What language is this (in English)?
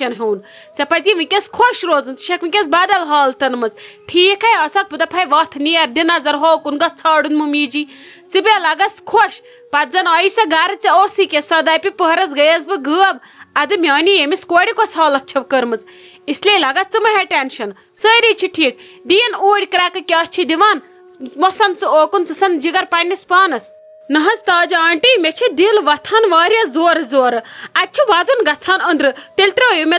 Kashmiri